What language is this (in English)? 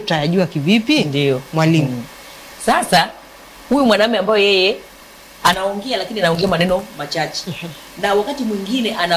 Swahili